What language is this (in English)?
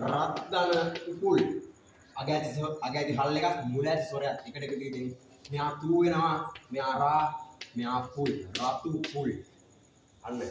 Sinhala